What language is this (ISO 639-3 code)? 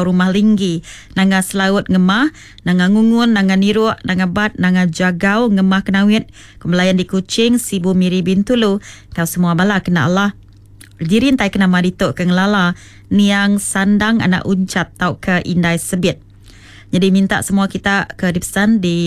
iba